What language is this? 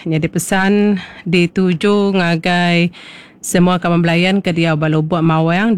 Iban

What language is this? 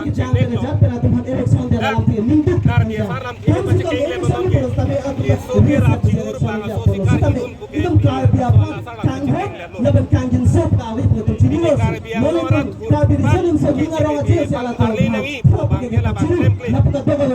Karbi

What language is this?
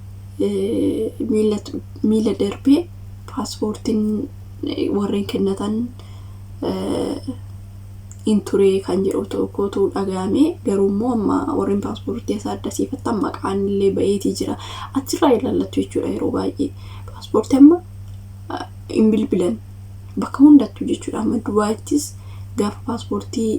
Oromo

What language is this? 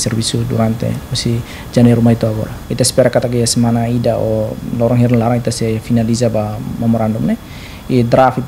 Tetum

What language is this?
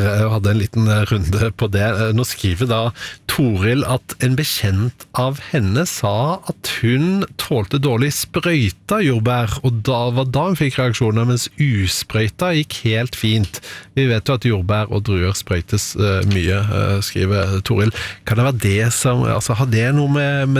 Norwegian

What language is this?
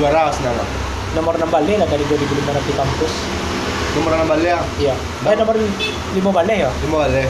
Minangkabau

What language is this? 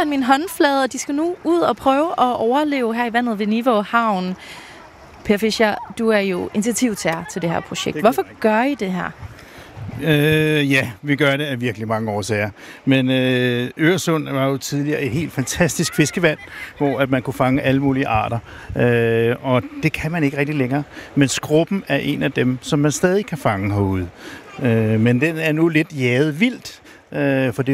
Danish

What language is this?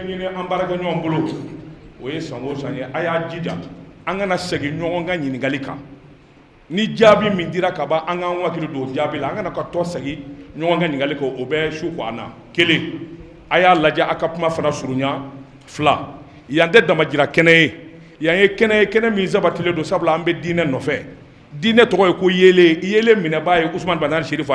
Bambara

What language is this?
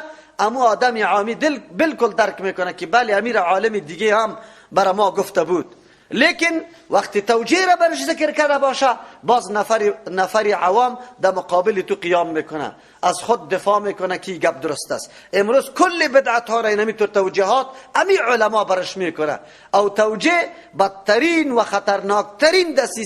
Persian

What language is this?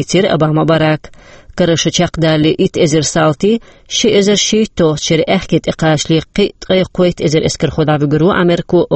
Chechen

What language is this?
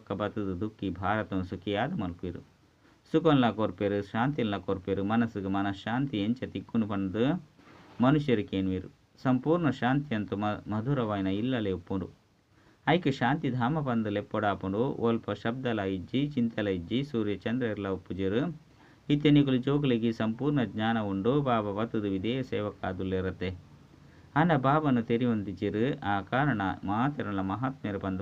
Tulu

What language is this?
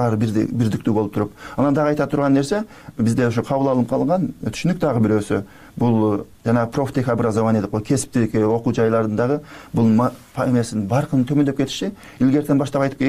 Kyrgyz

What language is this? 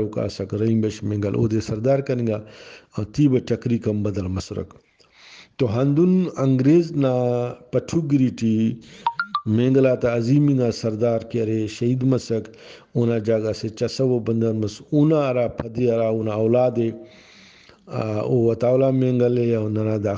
Brahui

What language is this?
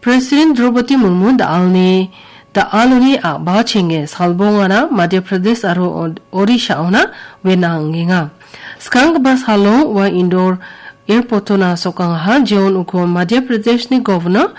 Garo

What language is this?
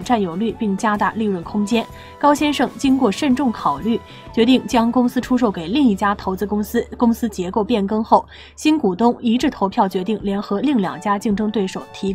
Chinese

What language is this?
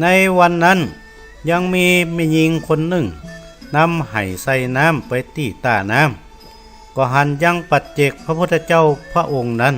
Northern Thai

